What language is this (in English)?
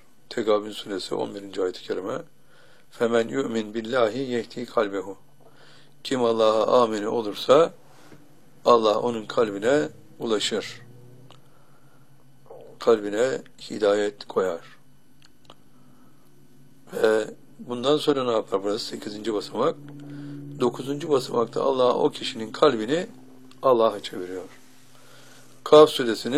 Turkish